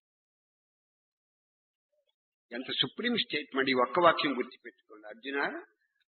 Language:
Telugu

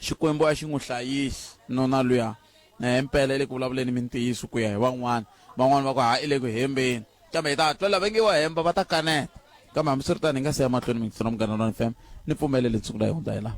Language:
Tsonga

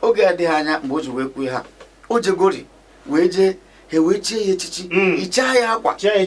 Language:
Igbo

